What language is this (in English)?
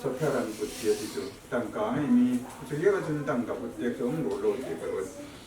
Hakha Chin